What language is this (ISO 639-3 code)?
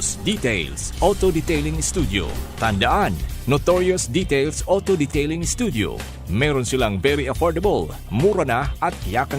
bik